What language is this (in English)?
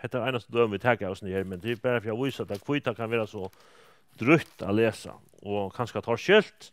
Faroese